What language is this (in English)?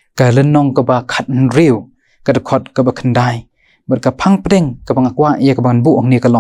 Khasi